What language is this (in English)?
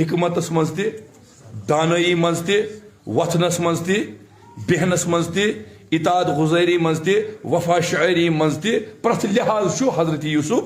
Kashmiri